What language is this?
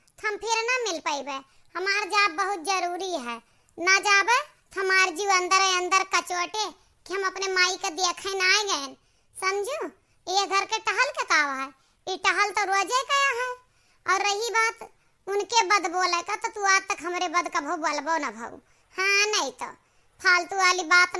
Awadhi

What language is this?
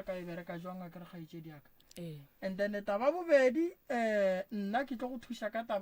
Northern Sotho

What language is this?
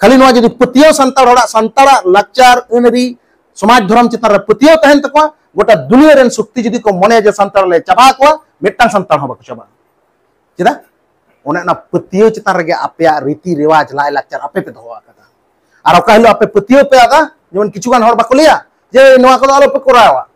Santali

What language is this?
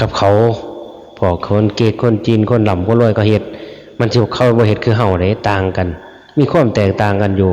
Northeastern Thai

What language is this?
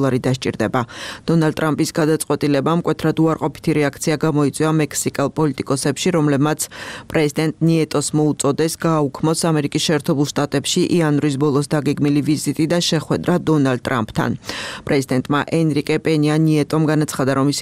Georgian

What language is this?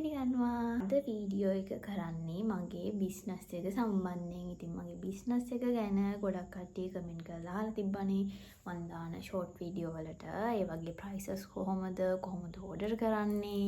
Sinhala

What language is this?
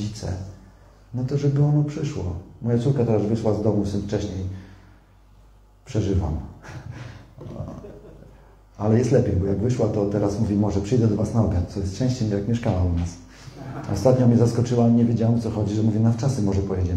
Polish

